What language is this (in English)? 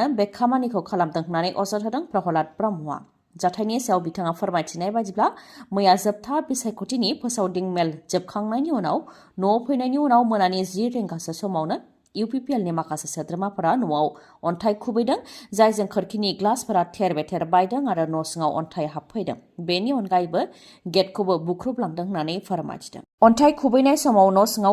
Bodo